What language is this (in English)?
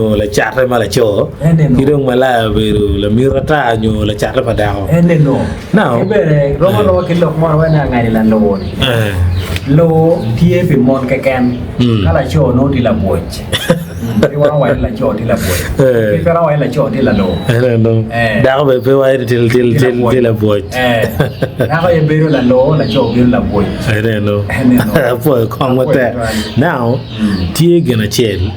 Acoli